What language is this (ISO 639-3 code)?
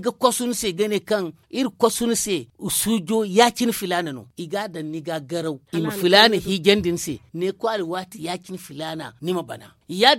dje